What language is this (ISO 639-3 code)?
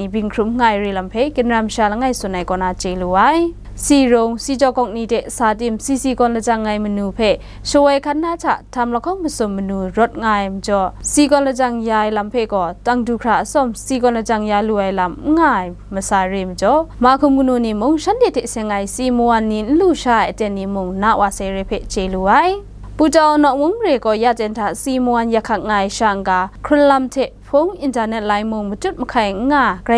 kac